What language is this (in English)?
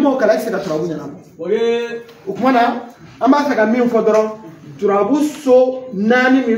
Bambara